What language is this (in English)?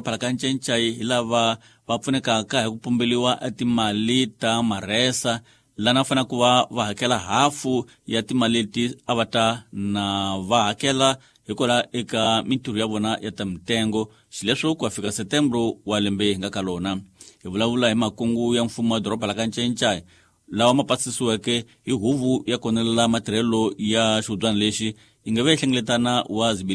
Tsonga